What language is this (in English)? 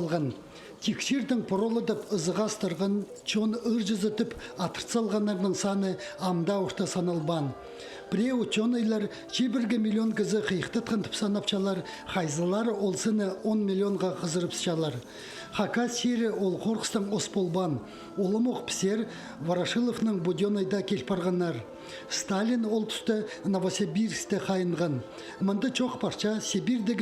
Khakas